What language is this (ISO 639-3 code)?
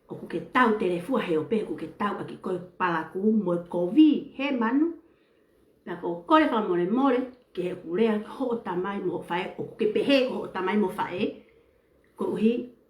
ton